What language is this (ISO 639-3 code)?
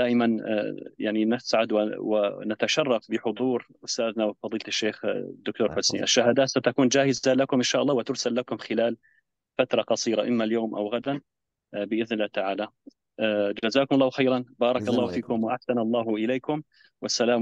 ara